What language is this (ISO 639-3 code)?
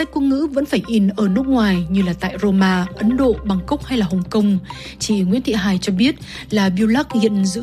vie